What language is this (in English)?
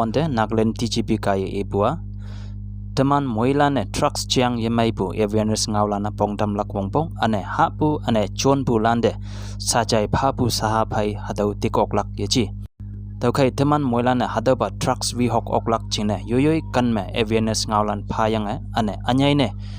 Konyak Naga